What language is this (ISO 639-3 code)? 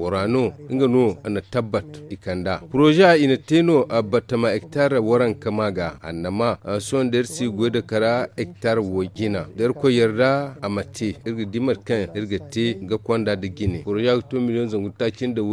dje